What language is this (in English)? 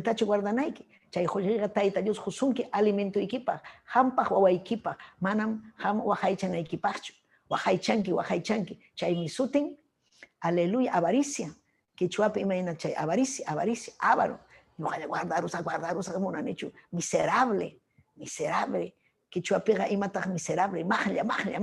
Ayacucho Quechua